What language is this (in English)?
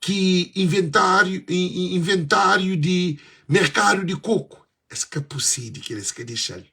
Kabuverdianu